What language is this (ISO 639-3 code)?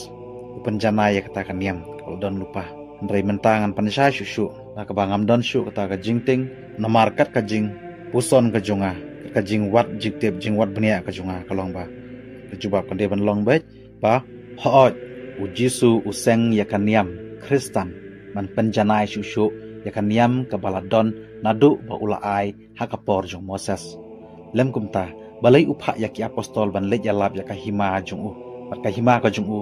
kha